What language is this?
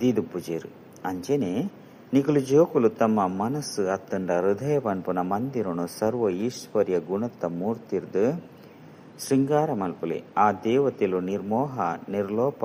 Tulu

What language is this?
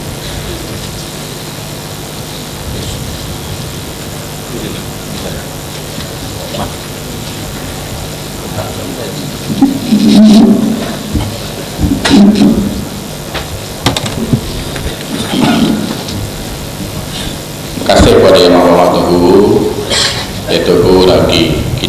Malay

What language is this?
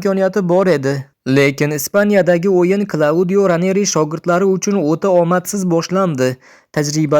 Uzbek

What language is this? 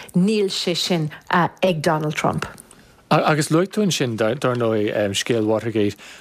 Irish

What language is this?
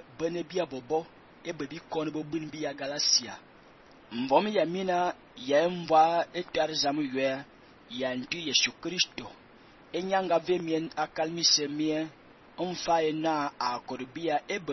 Fang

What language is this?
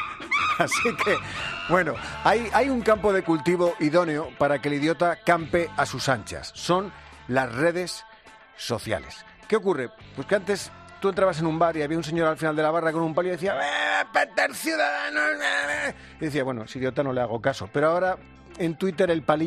Spanish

